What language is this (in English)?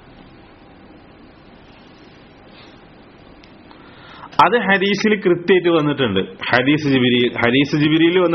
Malayalam